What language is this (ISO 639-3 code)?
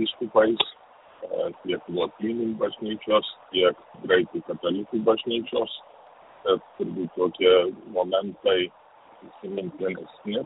lit